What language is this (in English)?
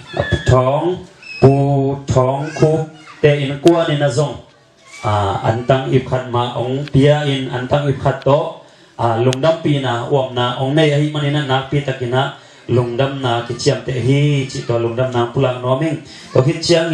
Tedim Chin